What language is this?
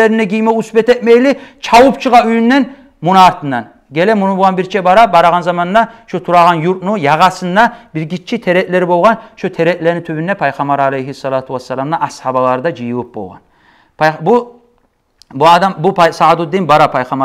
Kumyk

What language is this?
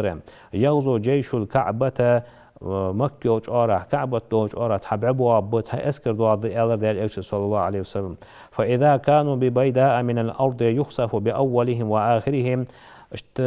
Ingush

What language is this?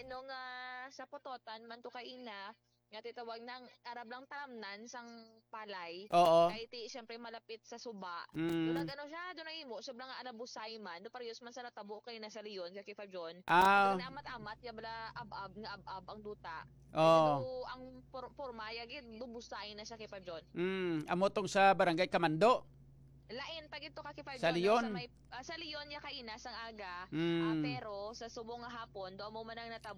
Hiligaynon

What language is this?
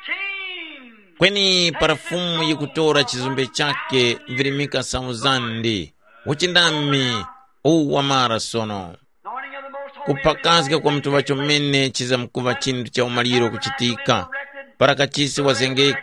Tumbuka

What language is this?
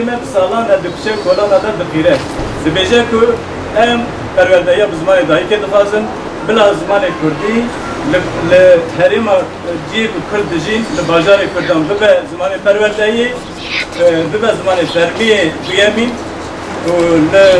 Kurdish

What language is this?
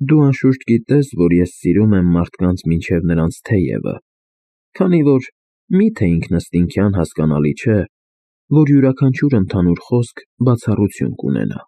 Armenian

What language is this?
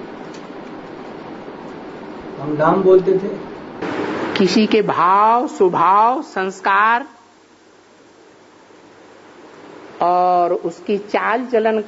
Hindi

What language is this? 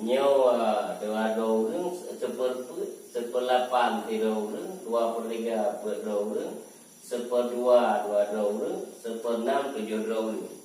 Achinese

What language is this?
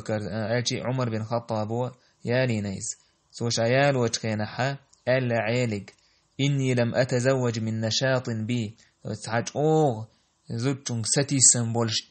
Chechen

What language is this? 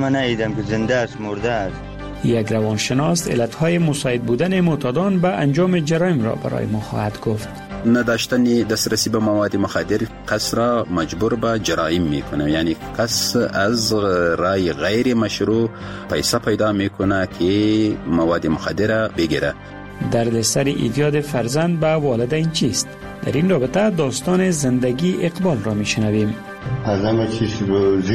Persian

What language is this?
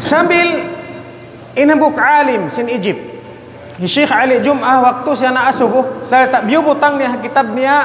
Tausug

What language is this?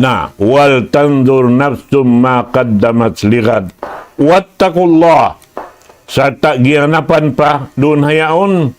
Tausug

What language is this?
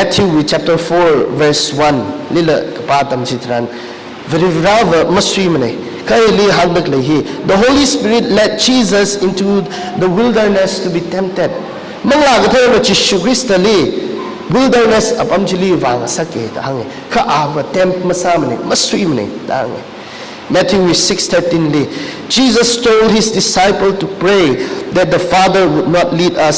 Tangkhul Naga (India)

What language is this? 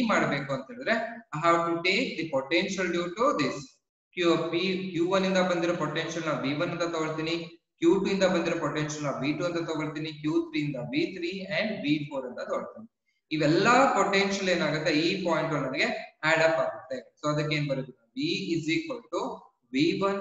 Kannada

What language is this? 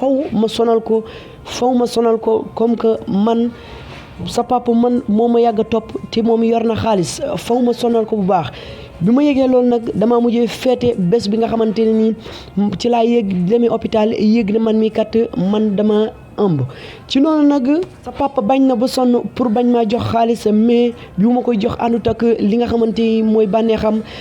Wolof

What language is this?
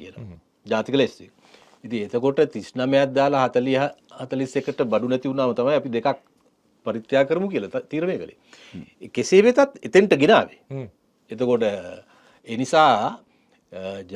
Sinhala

